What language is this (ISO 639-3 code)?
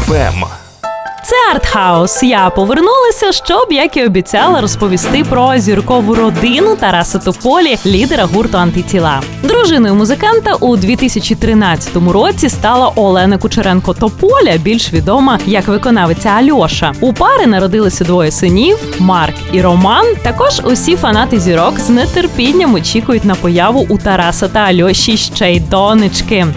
ukr